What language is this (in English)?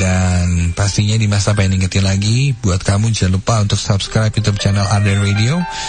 Indonesian